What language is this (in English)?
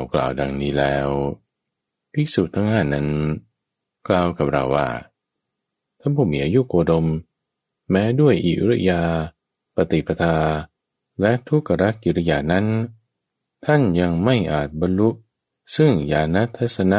Thai